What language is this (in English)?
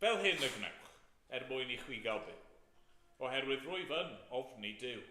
Welsh